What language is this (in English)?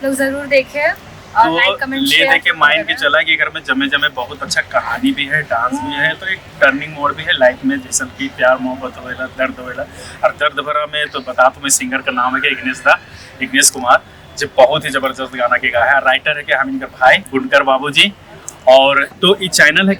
Chhattisgarhi